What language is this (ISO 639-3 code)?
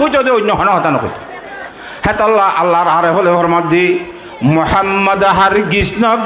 rhg